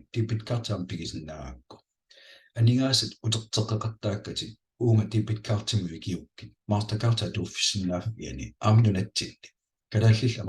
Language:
Kalaallisut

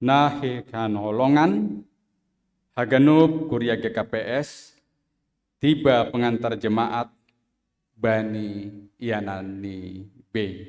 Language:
Batak Simalungun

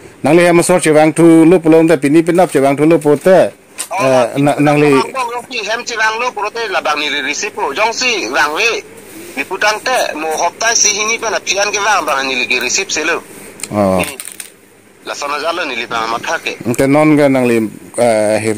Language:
Karbi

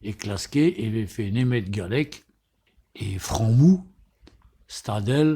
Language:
Breton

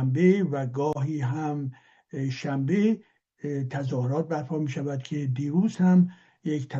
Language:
Persian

